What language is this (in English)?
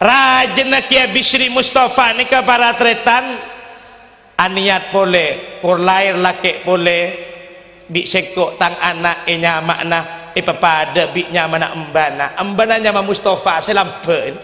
Madurese